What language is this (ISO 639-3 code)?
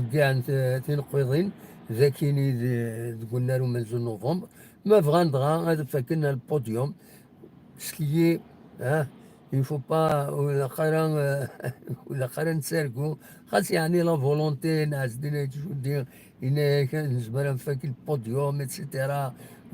kab